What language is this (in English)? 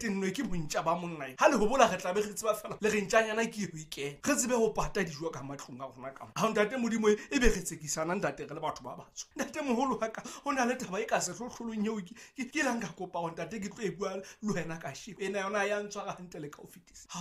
Southern Sotho